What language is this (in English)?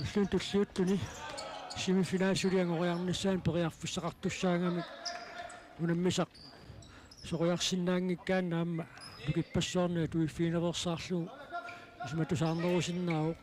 Kalaallisut